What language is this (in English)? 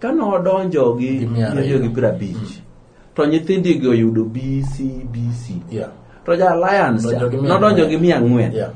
Luo (Kenya and Tanzania)